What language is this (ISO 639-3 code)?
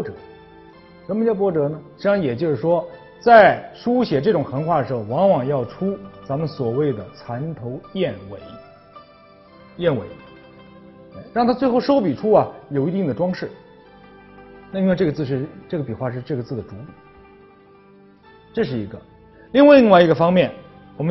zho